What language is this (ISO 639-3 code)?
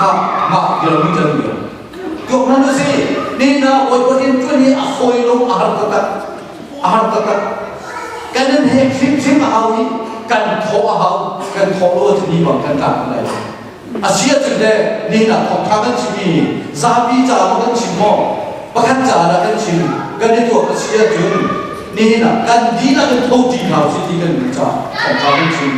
cnh